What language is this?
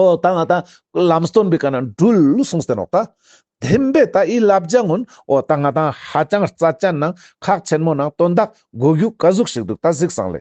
Ladakhi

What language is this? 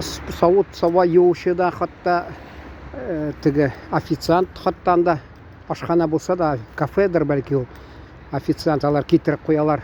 Tatar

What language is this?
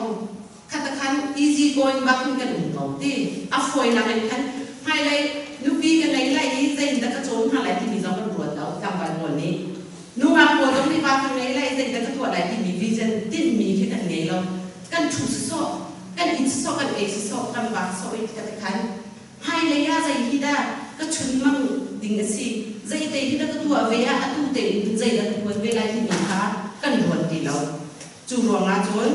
Hakha Chin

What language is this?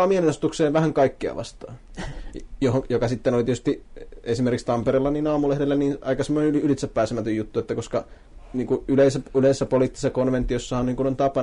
Finnish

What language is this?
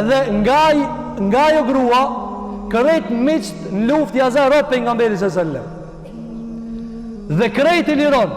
Albanian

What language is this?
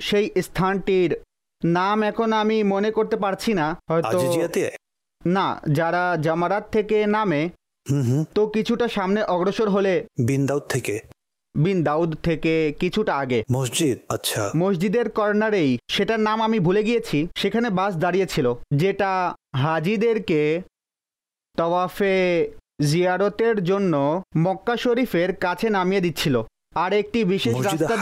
Bangla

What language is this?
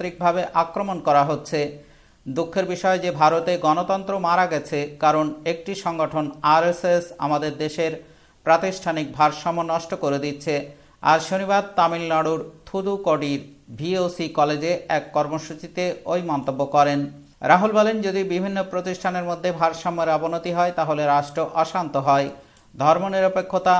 Bangla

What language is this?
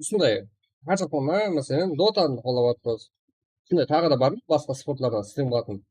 Kara-Kalpak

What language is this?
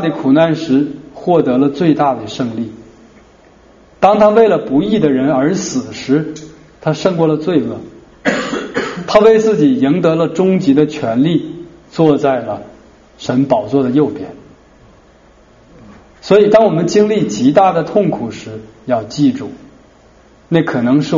Chinese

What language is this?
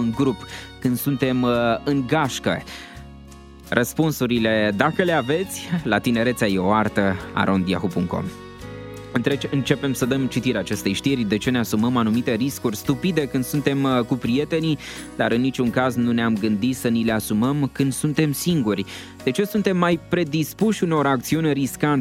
Romanian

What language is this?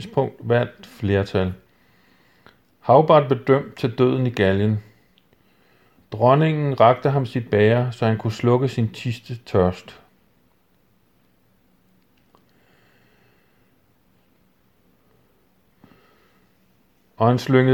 Danish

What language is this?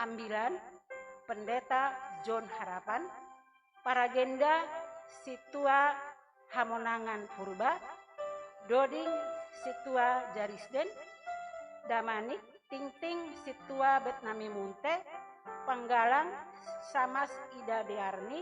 Batak Simalungun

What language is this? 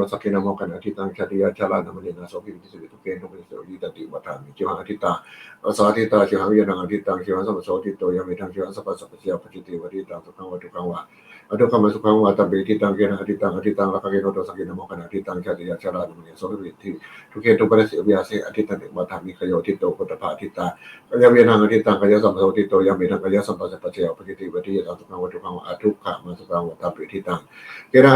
Pali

